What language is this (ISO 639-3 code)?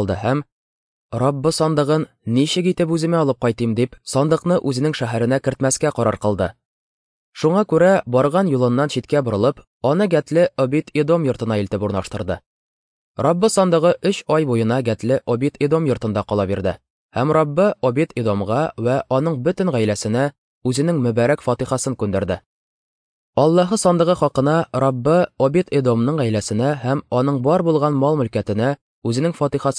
tat